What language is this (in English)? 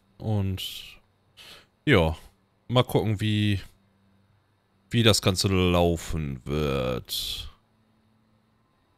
German